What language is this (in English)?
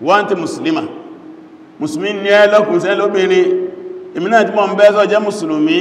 Yoruba